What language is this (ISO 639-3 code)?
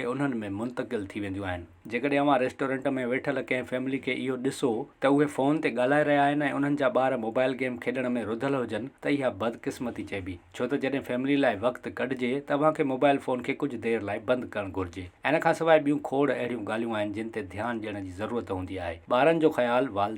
snd